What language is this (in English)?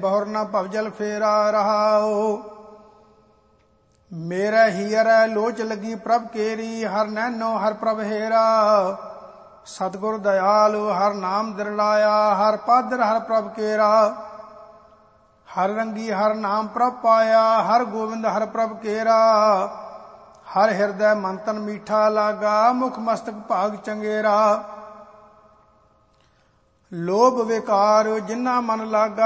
Punjabi